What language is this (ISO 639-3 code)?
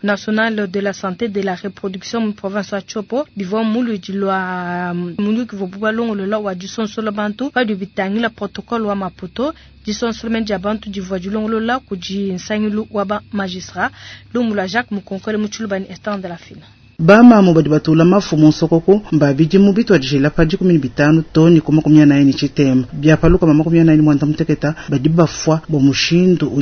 lua